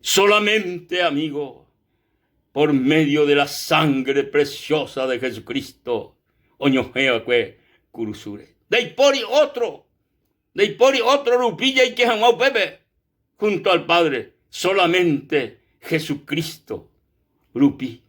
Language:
Guarani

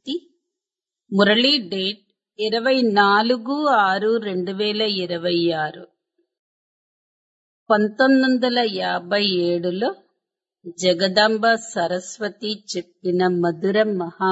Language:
Telugu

